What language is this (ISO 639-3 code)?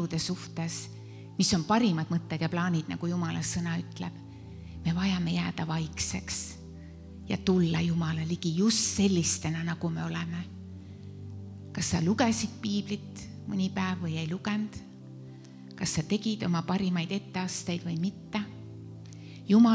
est